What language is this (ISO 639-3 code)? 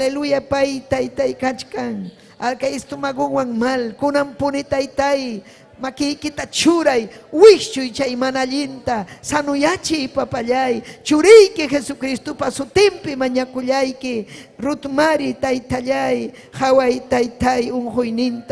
quy